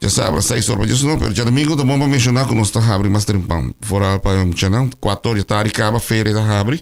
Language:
Papiamento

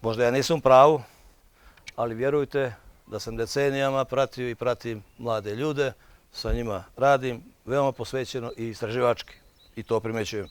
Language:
Bosnian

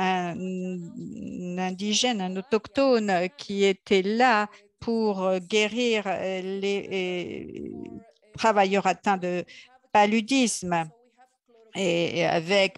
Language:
French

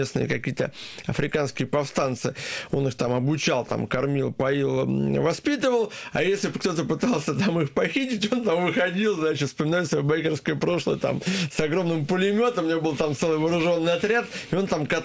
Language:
Russian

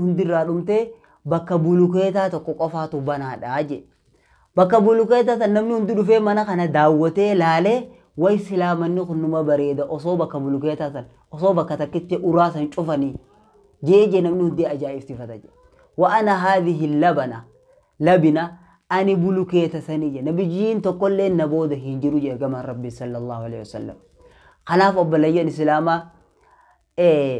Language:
Oromo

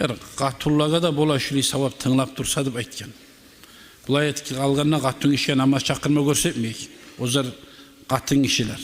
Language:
Kumyk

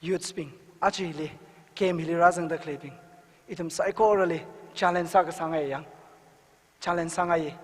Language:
Tangkhul Naga (India)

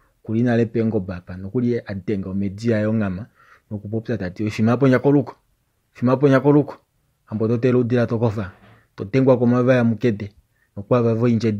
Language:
Kuanyama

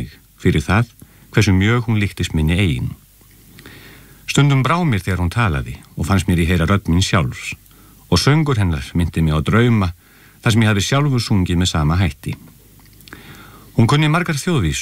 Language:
Icelandic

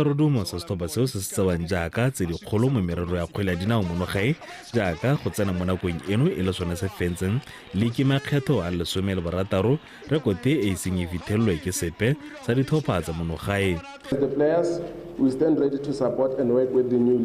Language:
Tswana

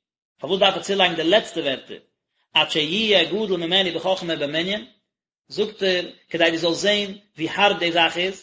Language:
Yiddish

